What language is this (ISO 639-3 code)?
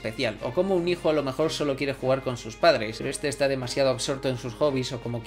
spa